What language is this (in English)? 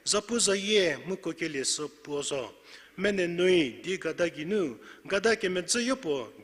Angami Naga